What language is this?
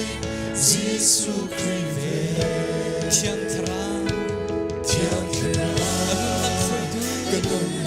Hakha Chin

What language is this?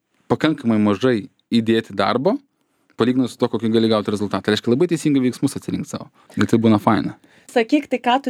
Lithuanian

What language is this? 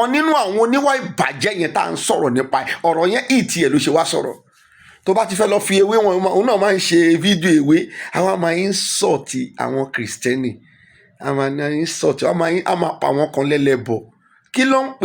Yoruba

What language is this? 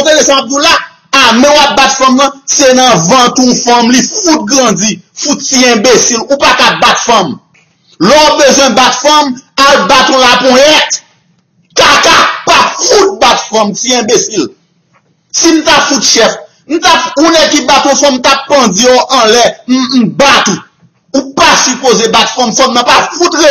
Haitian Creole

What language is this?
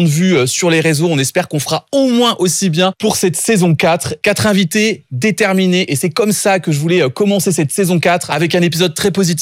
French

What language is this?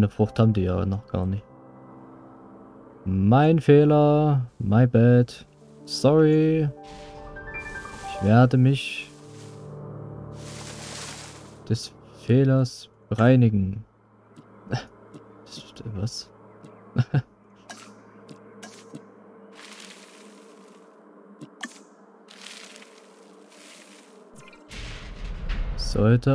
German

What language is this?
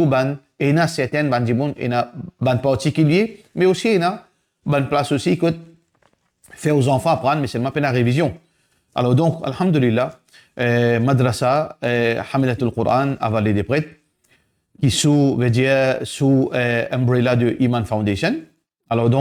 Morisyen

